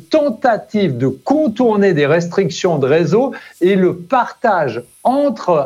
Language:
French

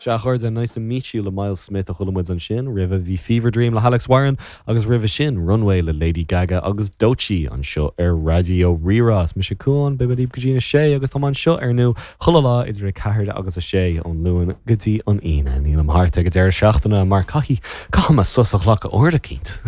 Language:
Irish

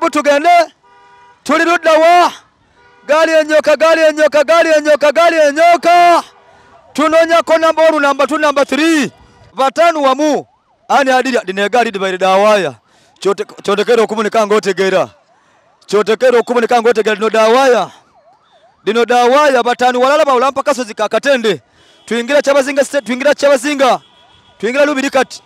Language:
Soga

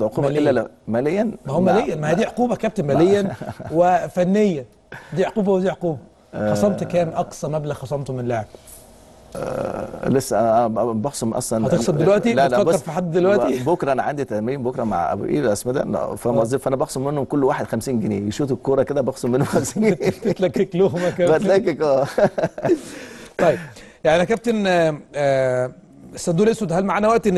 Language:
Egyptian Arabic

